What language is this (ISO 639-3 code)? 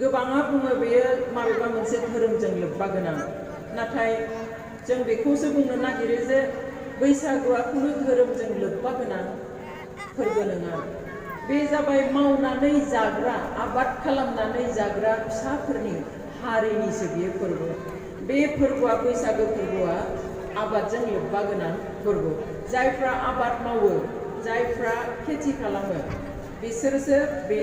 brx